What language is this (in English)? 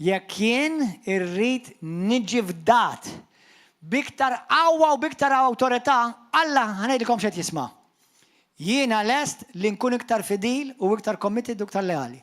Maltese